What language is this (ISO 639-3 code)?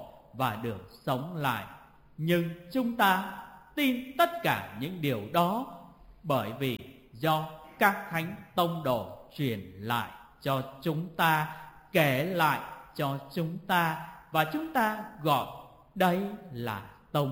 vie